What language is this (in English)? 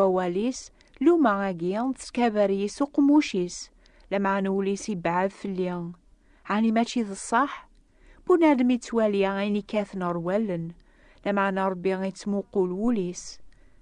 Kabyle